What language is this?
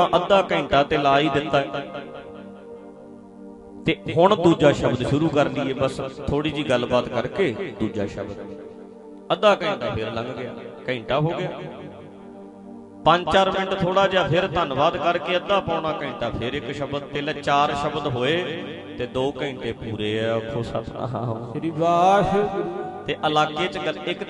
Punjabi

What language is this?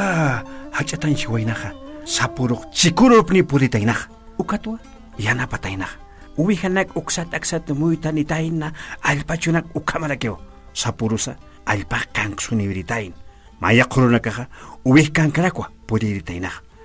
Aymara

